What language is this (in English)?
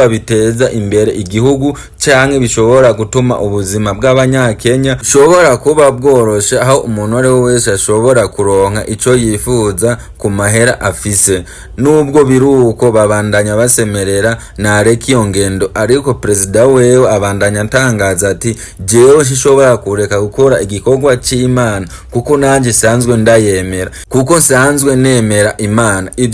Rundi